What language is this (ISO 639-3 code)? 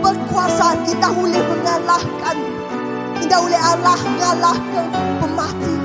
iba